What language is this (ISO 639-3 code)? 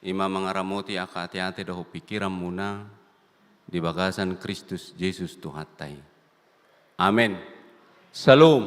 bbc